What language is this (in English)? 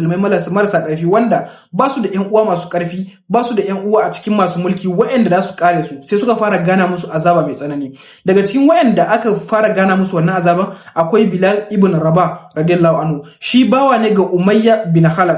Hausa